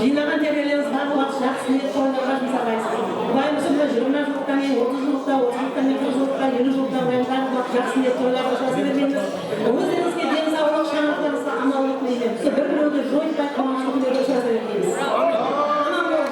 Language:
Kara-Kalpak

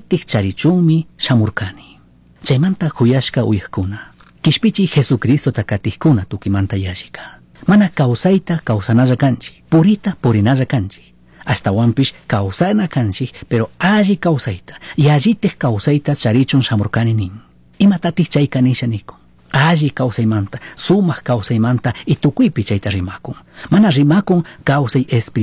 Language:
Chimborazo Highland Quichua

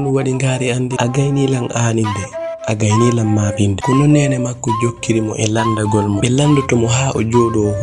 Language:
Fula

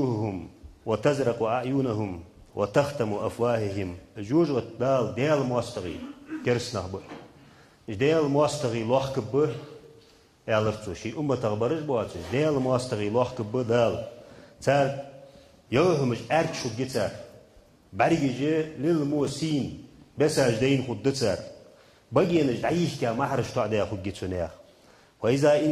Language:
Ingush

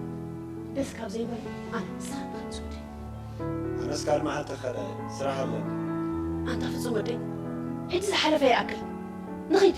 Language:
Tigrinya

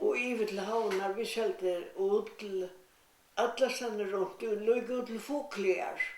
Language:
Faroese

